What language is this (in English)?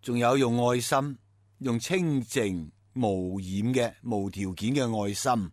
Cantonese